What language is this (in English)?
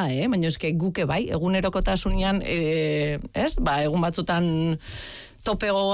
Basque